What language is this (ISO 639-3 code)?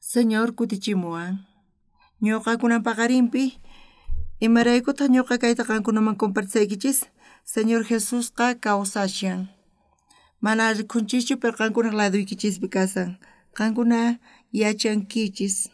quh